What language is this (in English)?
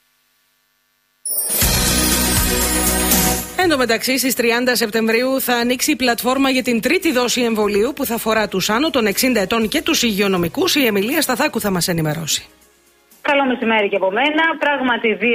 Greek